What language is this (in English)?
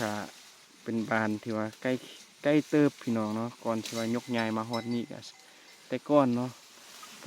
Lao